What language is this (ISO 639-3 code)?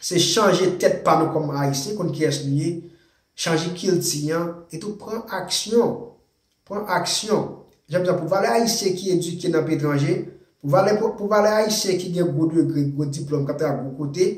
hat